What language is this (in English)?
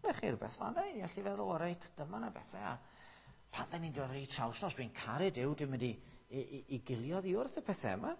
Welsh